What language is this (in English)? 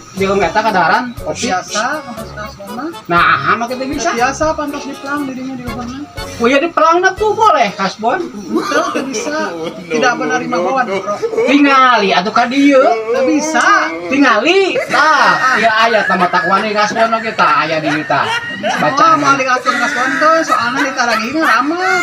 Sundanese